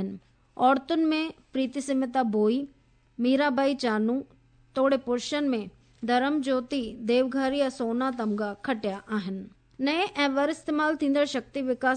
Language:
Sindhi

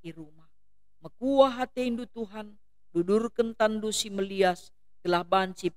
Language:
Batak Karo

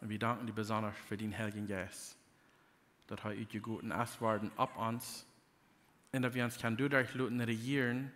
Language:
Plautdietsch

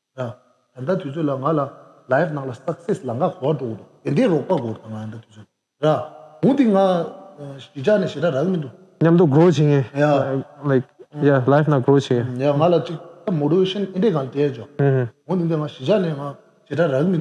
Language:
Tibetan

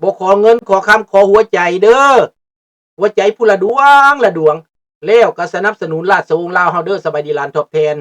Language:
Lao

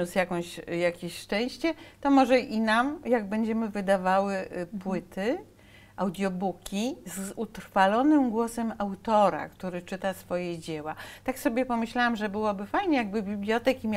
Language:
Polish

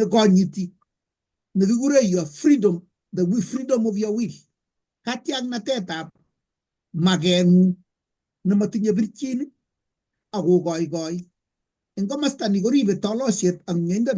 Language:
Kalenjin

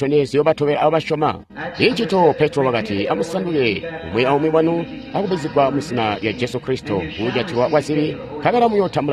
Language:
Tonga (Zambia)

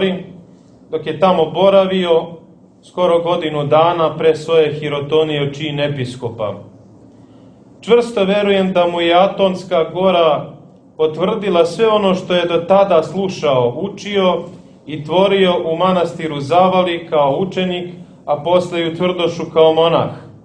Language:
Serbian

